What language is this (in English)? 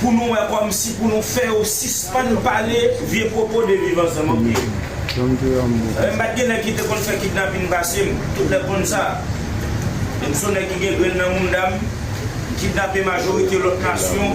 Haitian Creole